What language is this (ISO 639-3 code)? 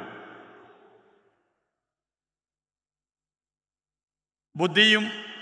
mal